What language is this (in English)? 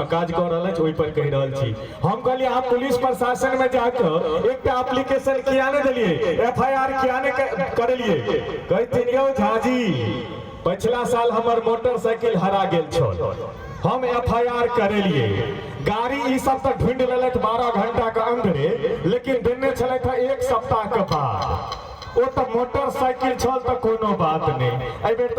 Maithili